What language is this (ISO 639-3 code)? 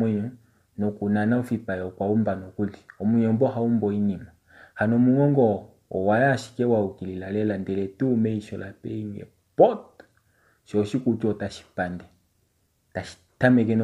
kua